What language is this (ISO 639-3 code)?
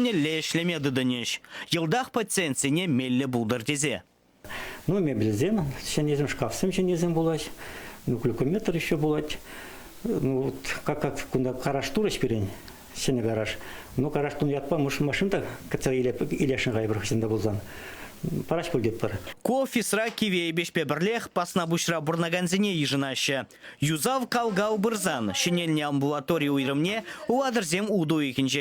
chv